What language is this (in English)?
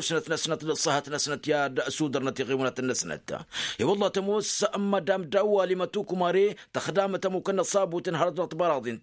Tamasheq